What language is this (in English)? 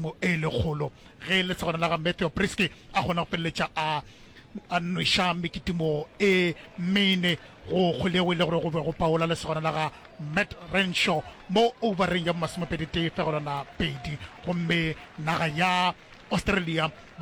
Northern Sotho